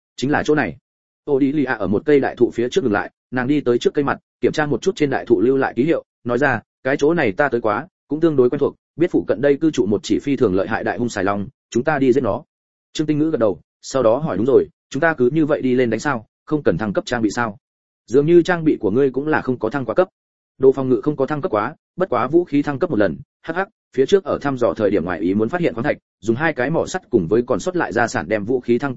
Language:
Vietnamese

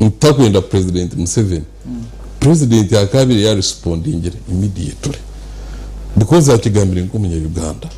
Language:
Nyankole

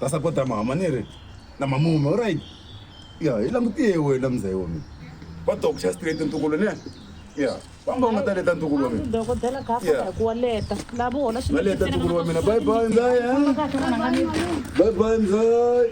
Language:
Tsonga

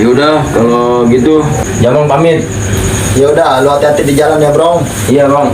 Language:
Betawi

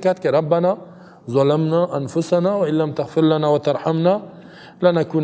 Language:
Persian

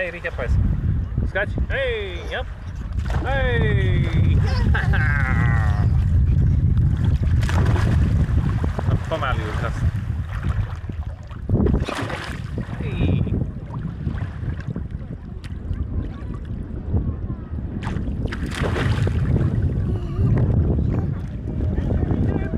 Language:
Slovak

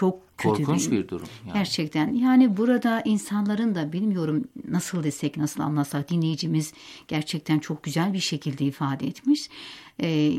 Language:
Turkish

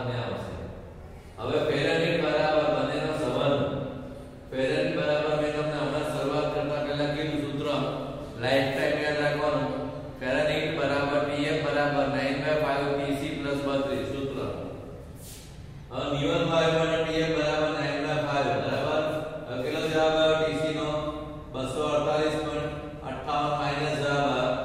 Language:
Gujarati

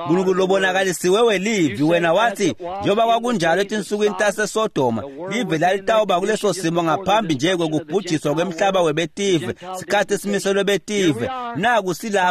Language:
Swati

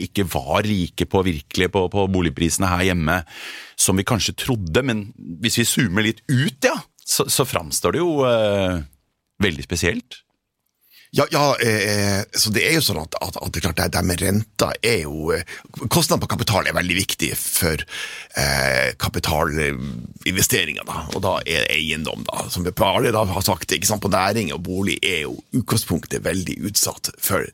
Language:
Norwegian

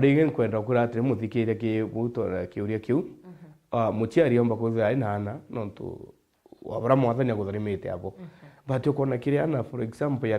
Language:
Meru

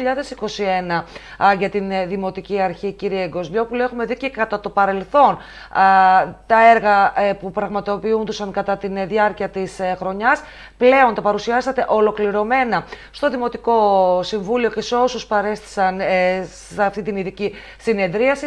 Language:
Greek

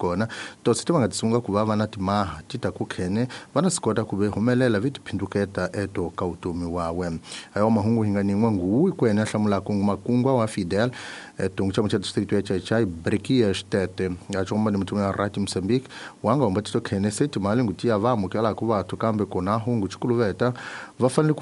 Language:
Tsonga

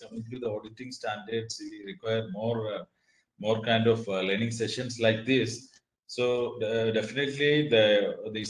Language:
English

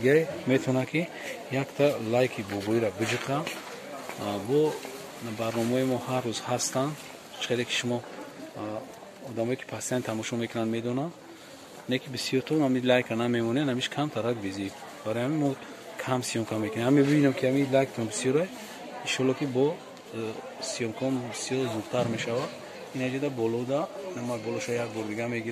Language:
Tajik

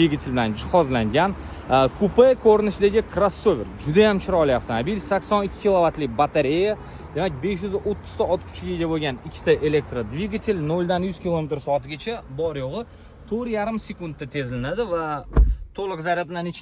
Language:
Uzbek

